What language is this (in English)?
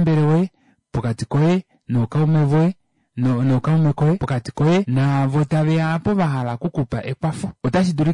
Kuanyama